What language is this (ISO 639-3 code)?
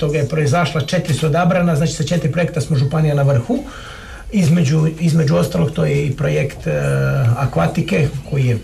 hrv